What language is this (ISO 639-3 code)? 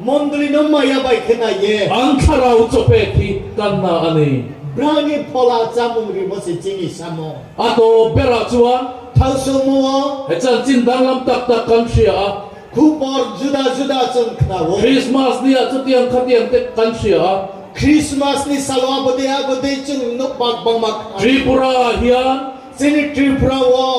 ria